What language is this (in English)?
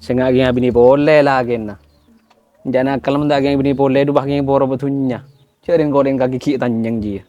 Madurese